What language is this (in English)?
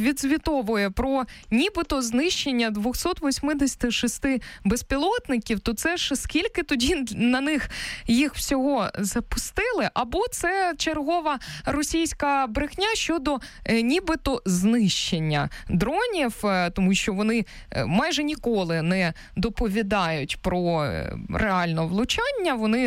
Ukrainian